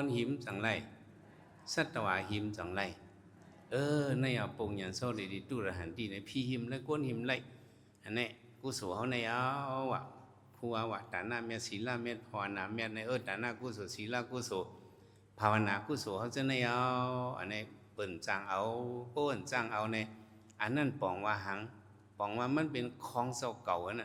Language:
Shan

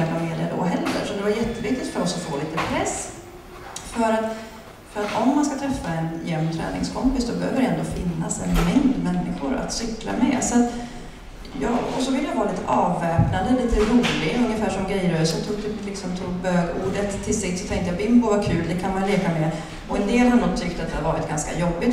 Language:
Swedish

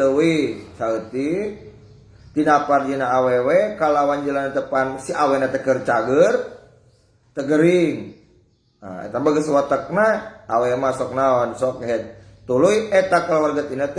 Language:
Sundanese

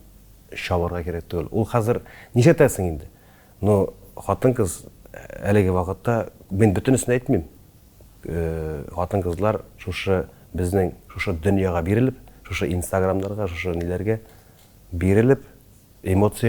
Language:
Tatar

